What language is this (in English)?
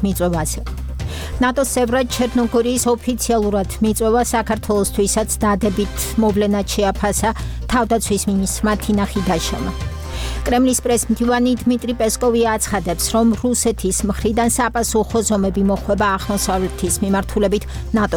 Georgian